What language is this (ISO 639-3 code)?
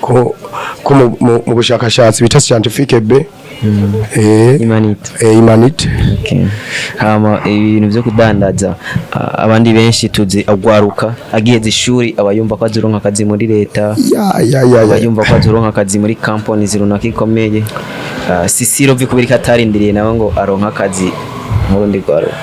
run